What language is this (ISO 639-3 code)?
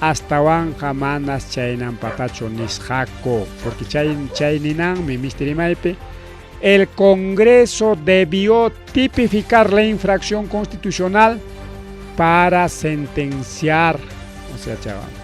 quy